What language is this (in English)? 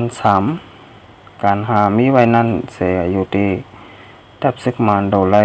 Shan